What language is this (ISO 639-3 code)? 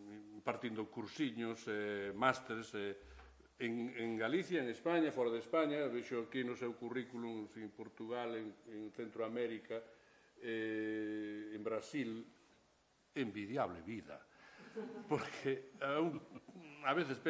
glg